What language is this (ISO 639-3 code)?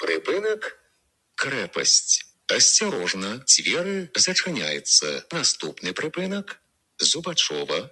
bel